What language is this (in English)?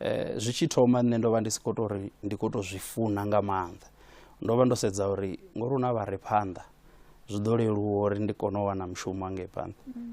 Venda